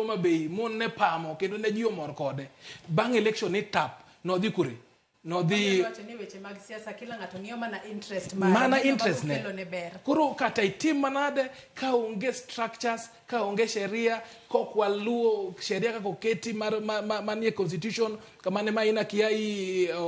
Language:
Luo (Kenya and Tanzania)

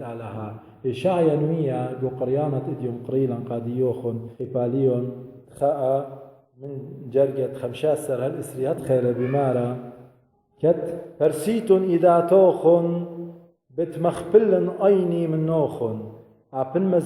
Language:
Assyrian Neo-Aramaic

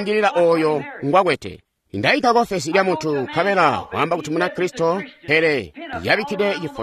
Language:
Tonga (Zambia)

